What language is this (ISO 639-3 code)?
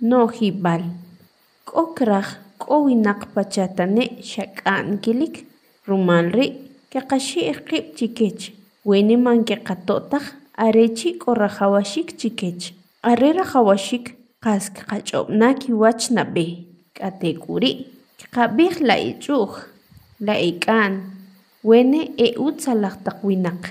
quc